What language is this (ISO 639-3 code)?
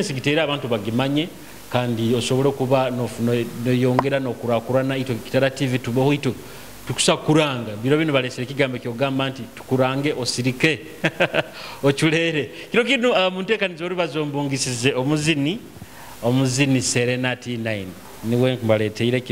nyo